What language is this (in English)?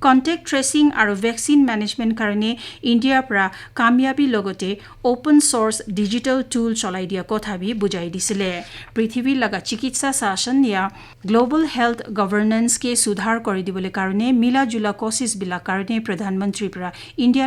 Naga Pidgin